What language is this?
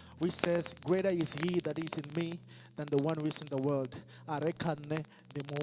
Venda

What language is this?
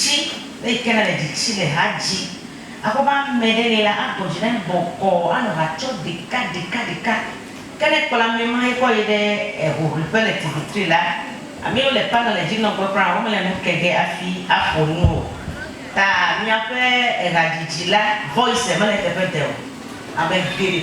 Ewe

